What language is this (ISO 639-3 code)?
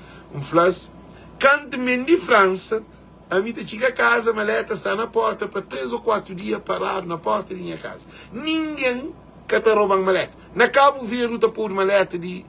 kea